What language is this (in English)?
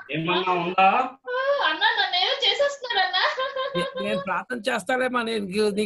Telugu